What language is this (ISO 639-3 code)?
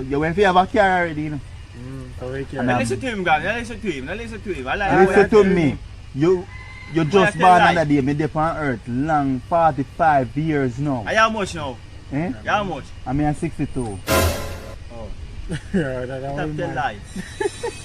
jam